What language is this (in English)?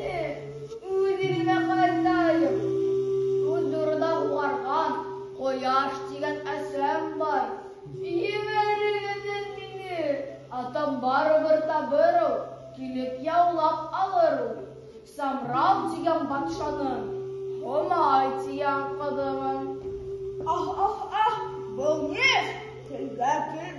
Bashkir